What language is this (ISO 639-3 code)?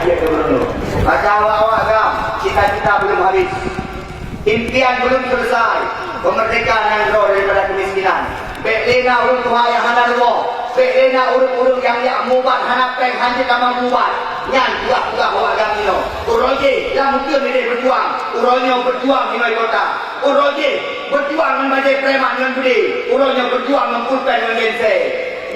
ace